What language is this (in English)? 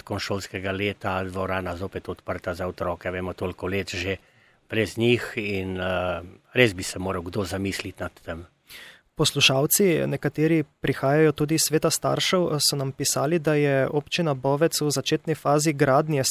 Slovenian